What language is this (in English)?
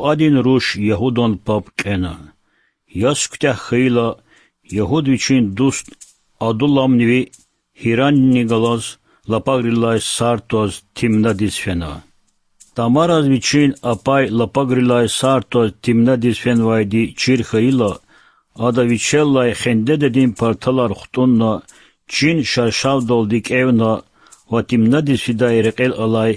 Lezghian